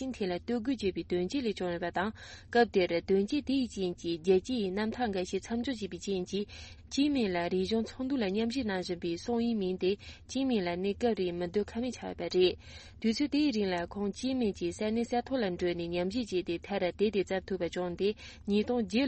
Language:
Tibetan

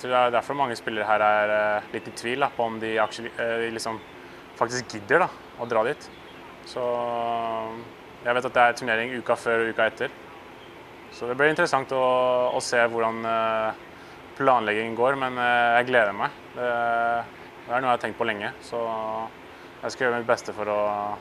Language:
Norwegian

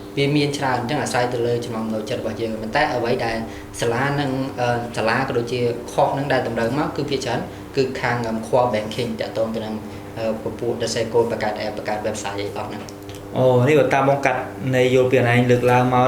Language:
Khmer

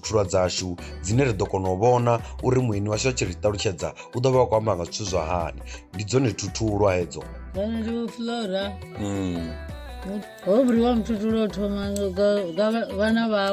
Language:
Venda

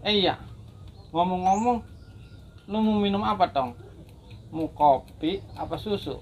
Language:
Betawi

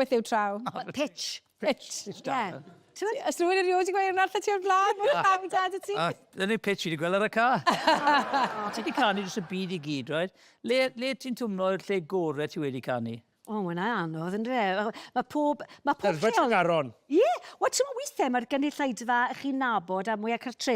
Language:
Welsh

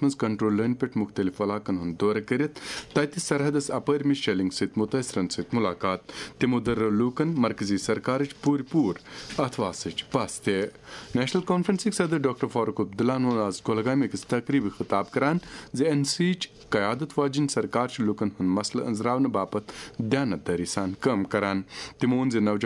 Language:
Kashmiri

